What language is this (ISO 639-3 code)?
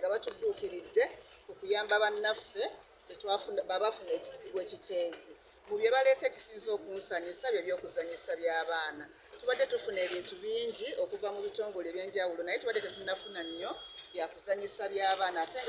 lug